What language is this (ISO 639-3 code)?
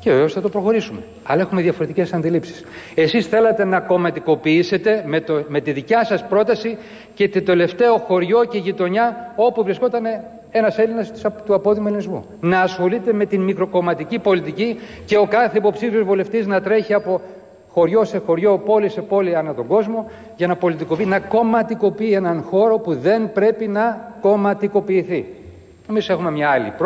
ell